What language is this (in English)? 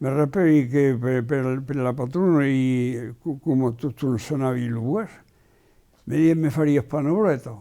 Occitan